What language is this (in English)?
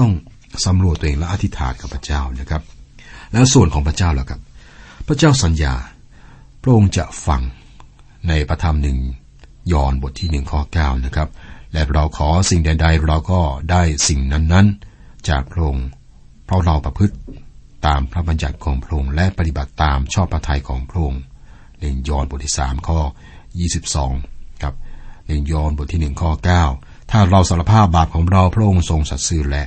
Thai